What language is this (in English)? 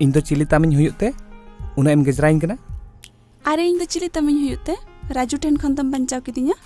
Santali